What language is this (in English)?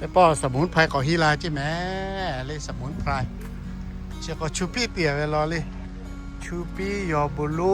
Lahu